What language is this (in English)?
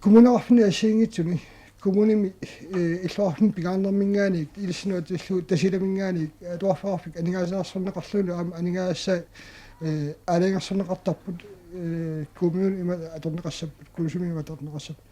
Kalaallisut